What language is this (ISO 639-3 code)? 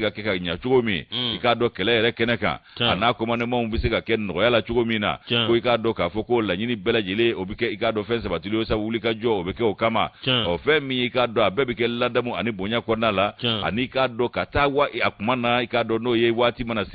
bam